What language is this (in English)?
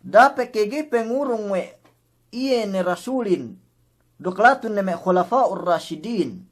Yakan